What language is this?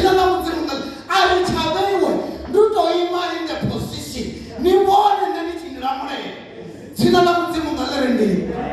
Venda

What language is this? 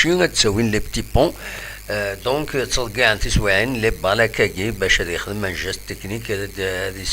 Kabyle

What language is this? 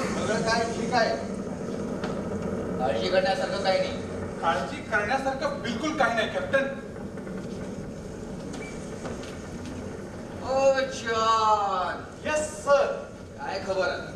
Marathi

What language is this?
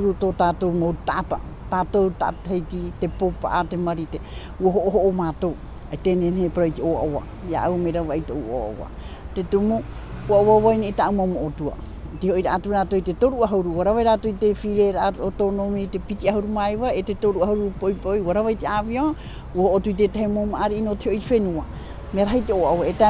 Tahitian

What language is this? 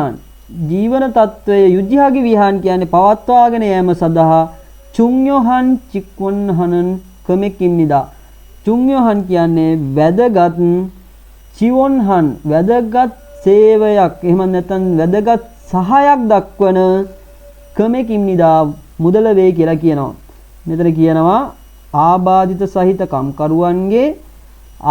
Sinhala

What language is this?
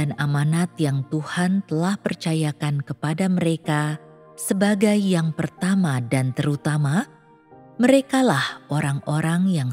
Indonesian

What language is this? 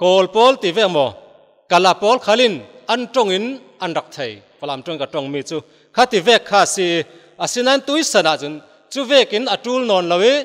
Falam Chin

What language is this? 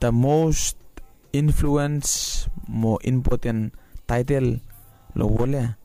Bislama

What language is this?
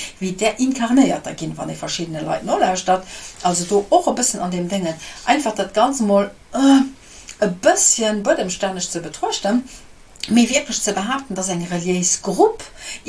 Luxembourgish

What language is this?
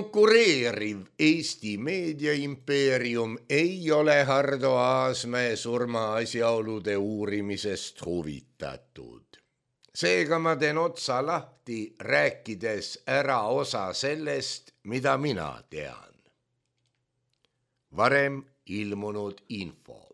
Estonian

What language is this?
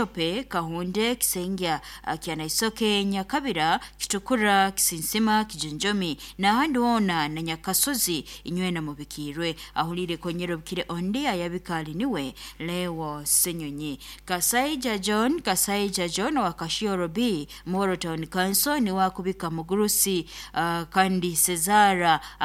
Nyoro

